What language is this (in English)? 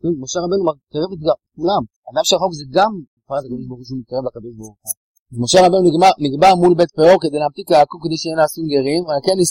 Hebrew